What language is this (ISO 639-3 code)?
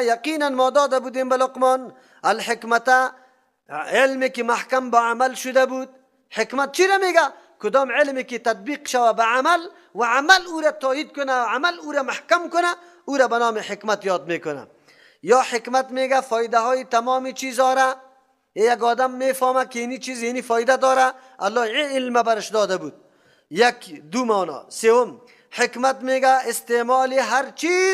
fas